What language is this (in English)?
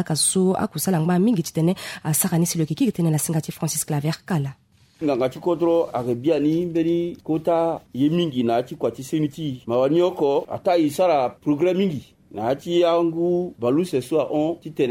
Sango